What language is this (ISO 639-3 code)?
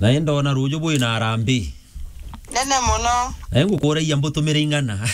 mer